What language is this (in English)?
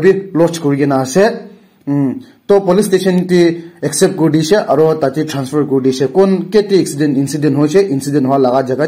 Naga Pidgin